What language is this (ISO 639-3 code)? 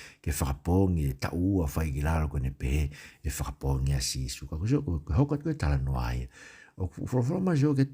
ton